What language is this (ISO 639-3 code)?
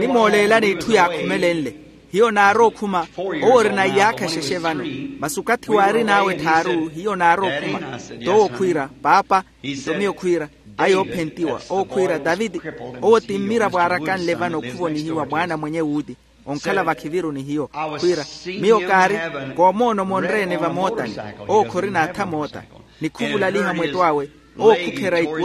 vmw